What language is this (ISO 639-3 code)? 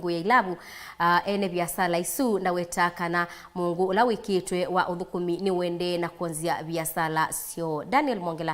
kam